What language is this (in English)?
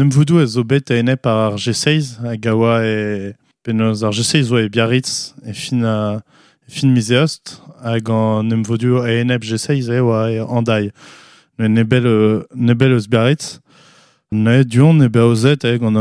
Breton